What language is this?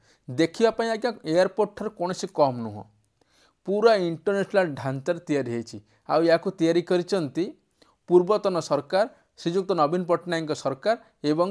Odia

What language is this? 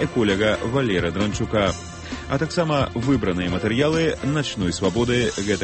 Belarusian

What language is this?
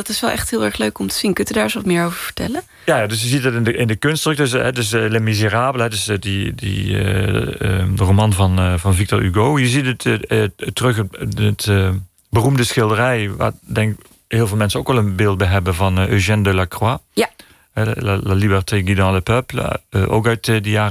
Dutch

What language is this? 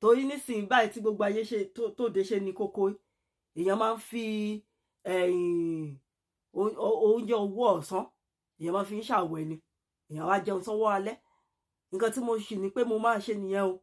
Yoruba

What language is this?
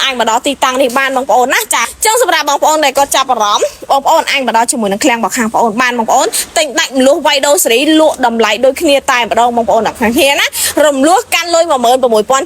Khmer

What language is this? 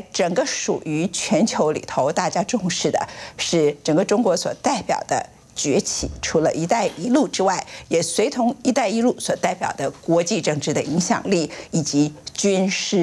Chinese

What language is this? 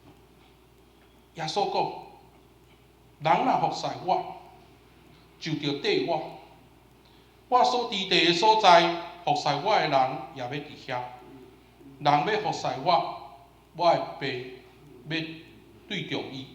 Min Nan Chinese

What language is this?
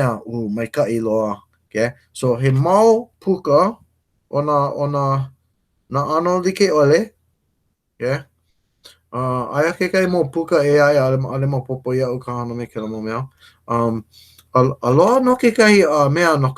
Hawaiian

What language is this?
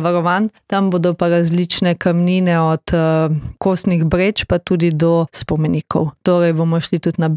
Slovenian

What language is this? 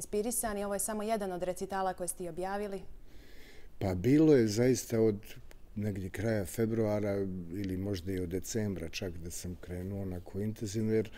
Bosnian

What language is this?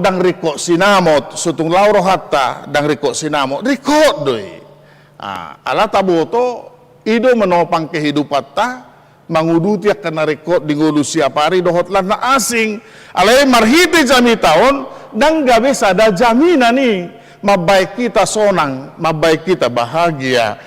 Batak Toba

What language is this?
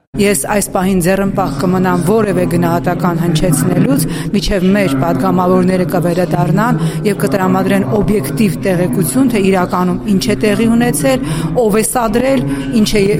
Armenian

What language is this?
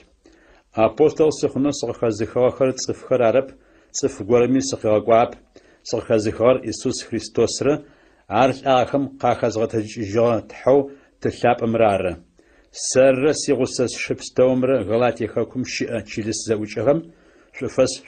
Adyghe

